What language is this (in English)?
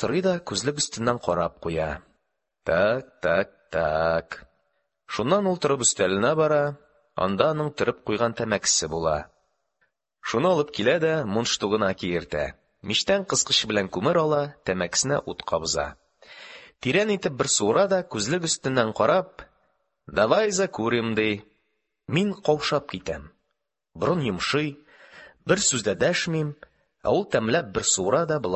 Tatar